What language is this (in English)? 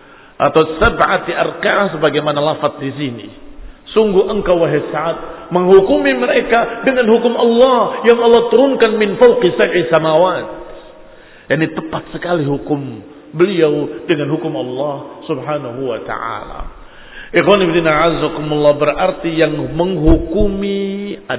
Indonesian